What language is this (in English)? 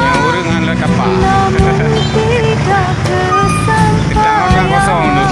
Achinese